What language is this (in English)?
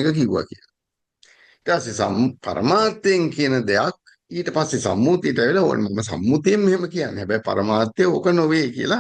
Sinhala